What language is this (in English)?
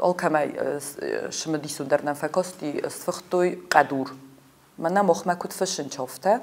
Ossetic